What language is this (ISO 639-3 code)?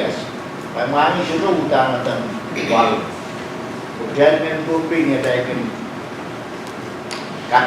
pon